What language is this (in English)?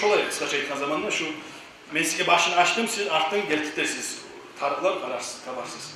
Kumyk